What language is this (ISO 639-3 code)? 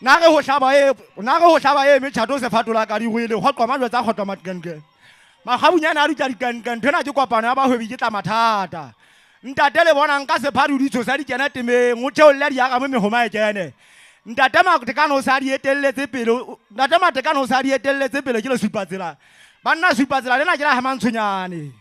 sot